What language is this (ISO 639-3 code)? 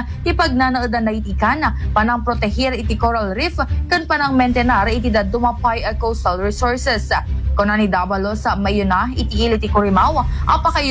ilo